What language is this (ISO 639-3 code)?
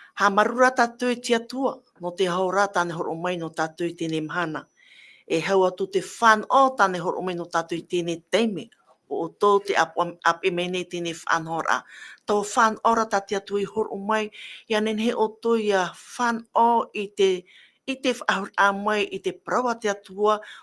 tah